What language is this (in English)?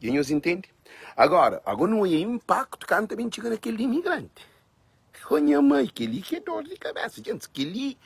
Kabuverdianu